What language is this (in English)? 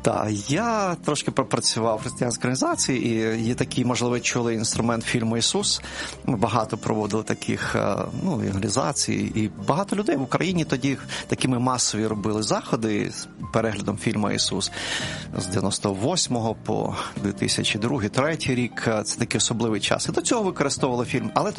Ukrainian